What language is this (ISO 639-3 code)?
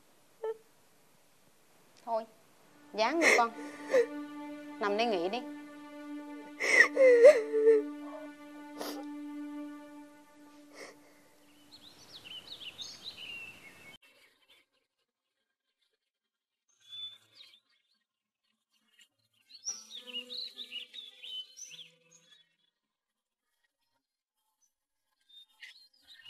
vie